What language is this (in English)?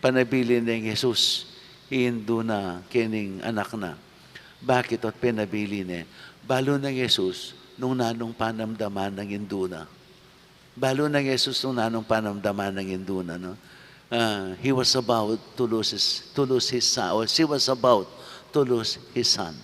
Pampanga